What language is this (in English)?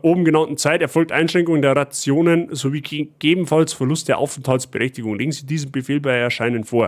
Bavarian